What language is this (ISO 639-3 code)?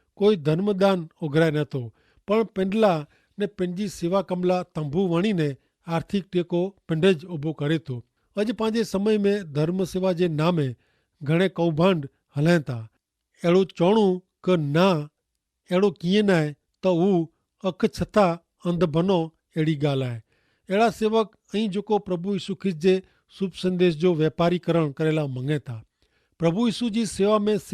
kfr